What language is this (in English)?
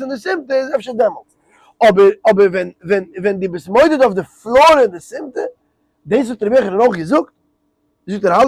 Yiddish